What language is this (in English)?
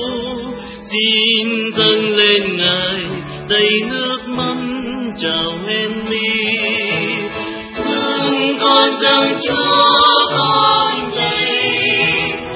Vietnamese